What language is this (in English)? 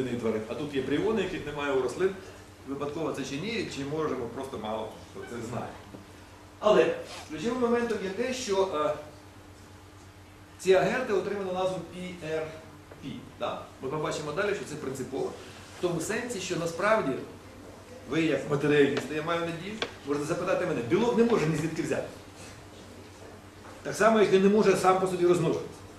Ukrainian